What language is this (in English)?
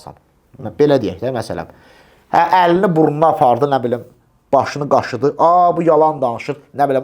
Azerbaijani